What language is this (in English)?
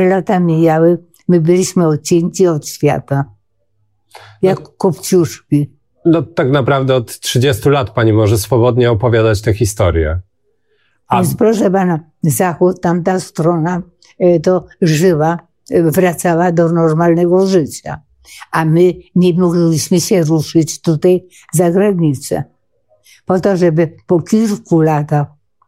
Polish